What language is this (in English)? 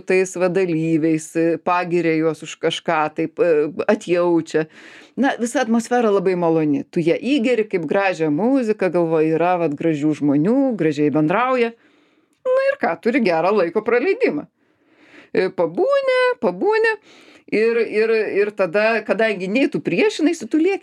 Lithuanian